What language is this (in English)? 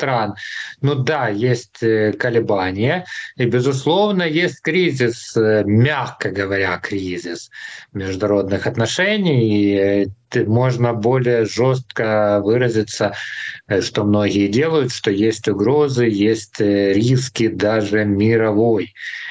Russian